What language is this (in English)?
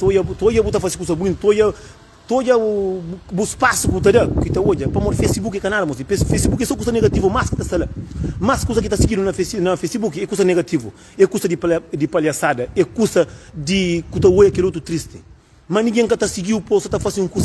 Kabuverdianu